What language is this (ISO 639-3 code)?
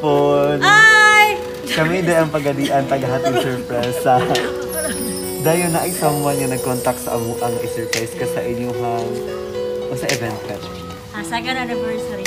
fil